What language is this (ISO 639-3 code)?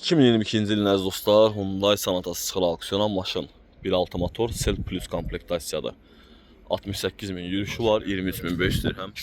aze